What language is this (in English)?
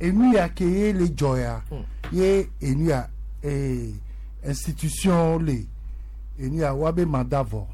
Gen